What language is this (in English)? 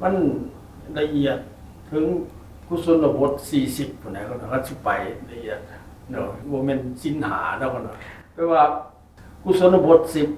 Northeastern Thai